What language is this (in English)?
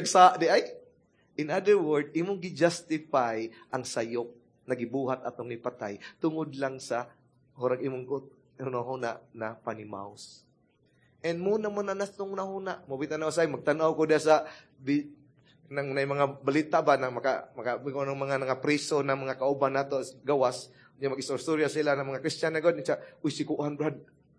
Cebuano